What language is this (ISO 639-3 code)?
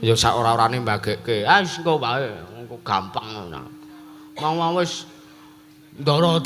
jav